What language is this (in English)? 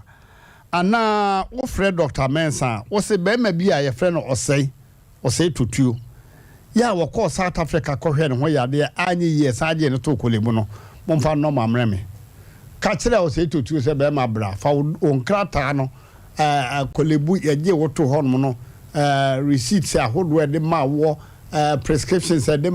Akan